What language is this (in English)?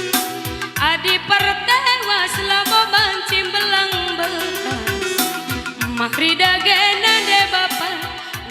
Batak Karo